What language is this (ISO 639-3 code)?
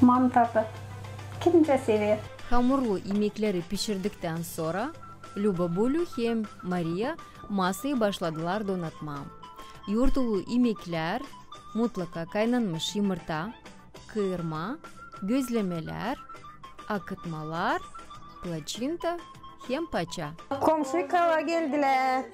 gag